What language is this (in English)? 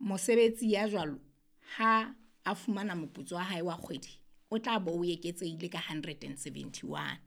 Southern Sotho